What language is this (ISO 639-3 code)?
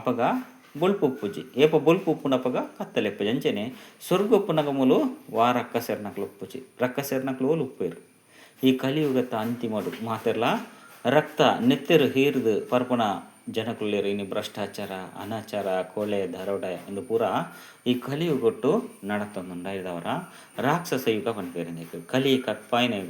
tcy